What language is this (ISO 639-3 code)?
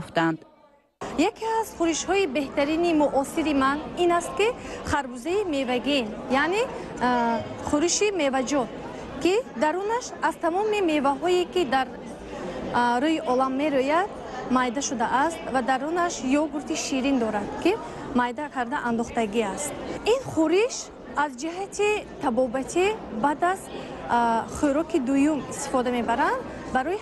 tgk